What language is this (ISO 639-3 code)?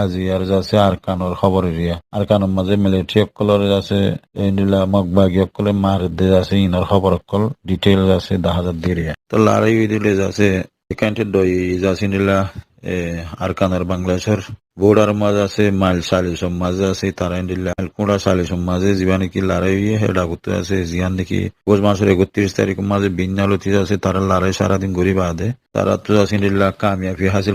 rhg